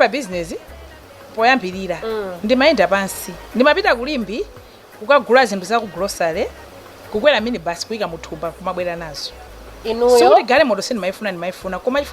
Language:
Nyanja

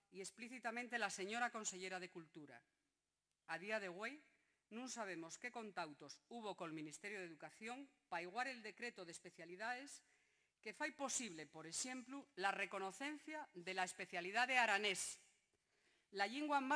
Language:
Asturian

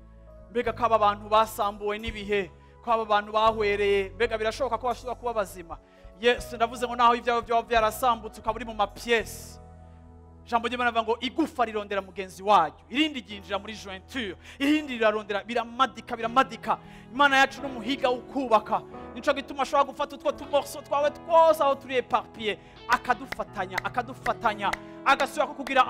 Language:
Rundi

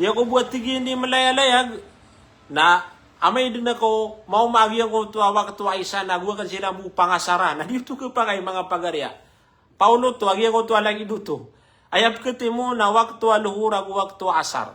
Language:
Maranao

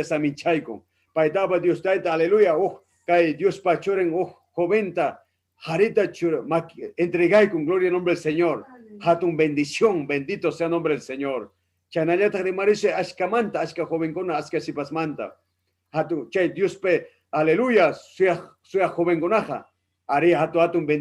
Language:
Ayacucho Quechua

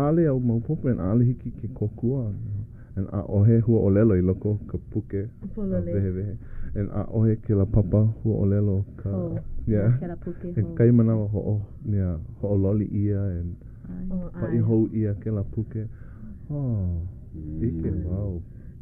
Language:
Hawaiian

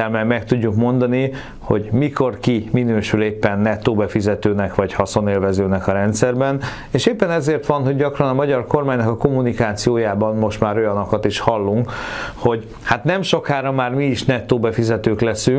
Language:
Hungarian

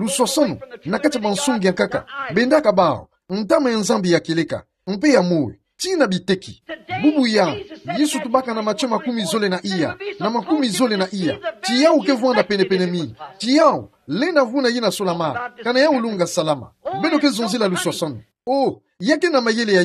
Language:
Kituba (Democratic Republic of Congo)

